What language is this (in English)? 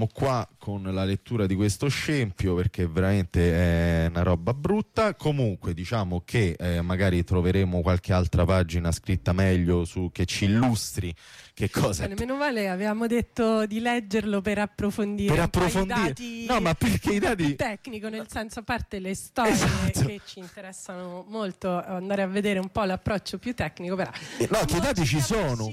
Italian